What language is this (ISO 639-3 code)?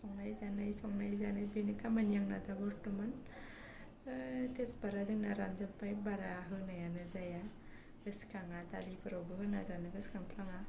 brx